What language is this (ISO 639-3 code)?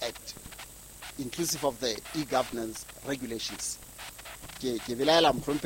sot